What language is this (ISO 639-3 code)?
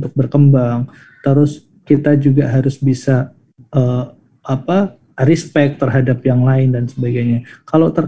ind